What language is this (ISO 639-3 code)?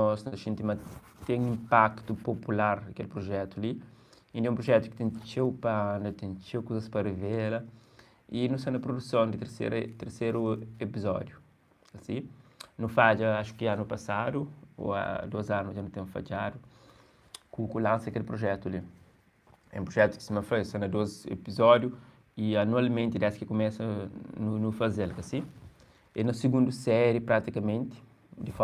kea